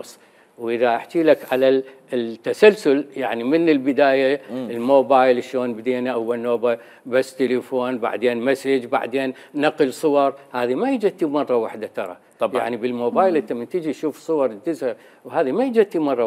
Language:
Mesopotamian Arabic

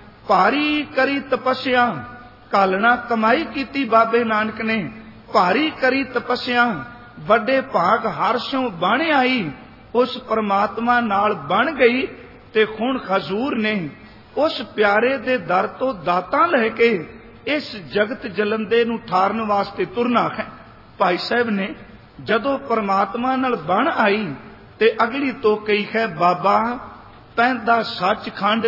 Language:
Punjabi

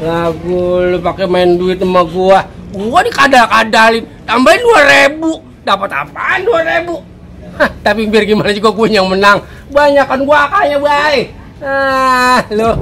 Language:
Betawi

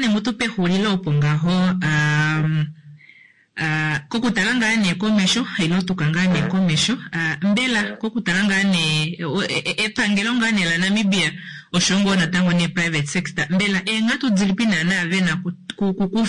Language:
Kuanyama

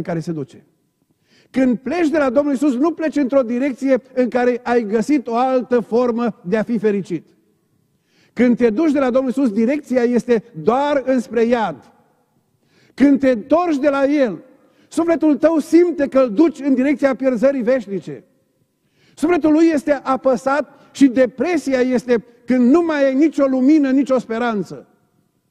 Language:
Romanian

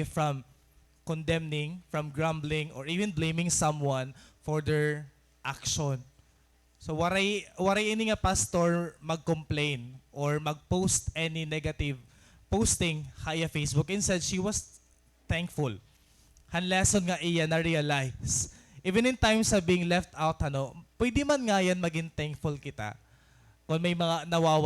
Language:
Waray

